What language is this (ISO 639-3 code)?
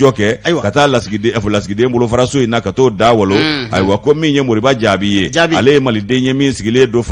bam